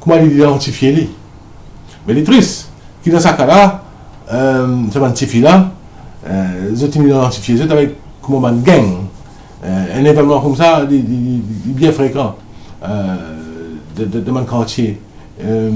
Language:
Morisyen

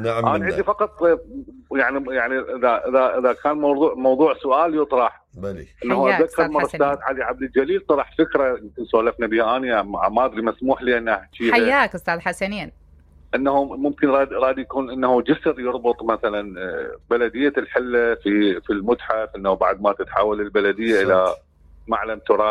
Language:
Mesopotamian Arabic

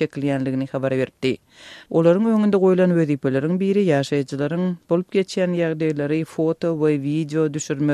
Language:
Turkmen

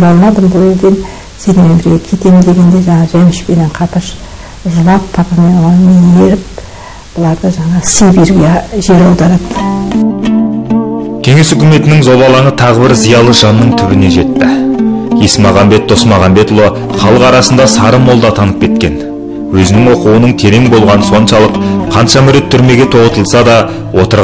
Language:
Kazakh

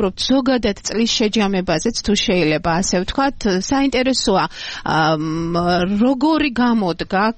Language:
Georgian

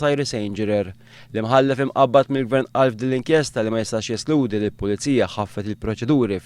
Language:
Maltese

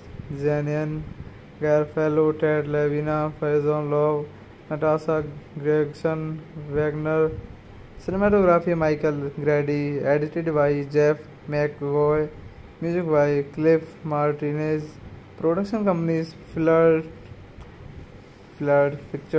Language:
English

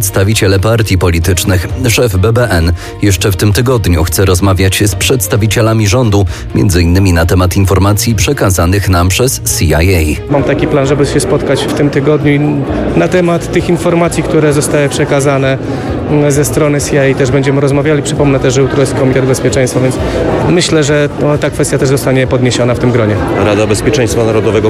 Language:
Polish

